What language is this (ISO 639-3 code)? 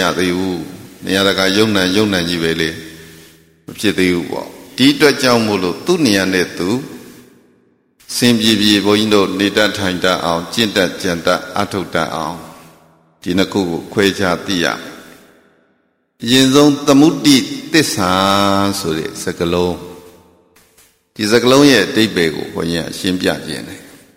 mya